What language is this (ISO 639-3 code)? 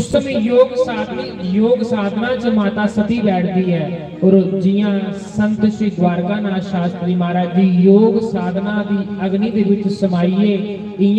doi